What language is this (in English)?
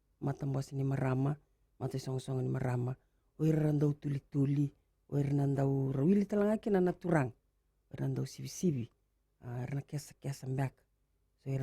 Fijian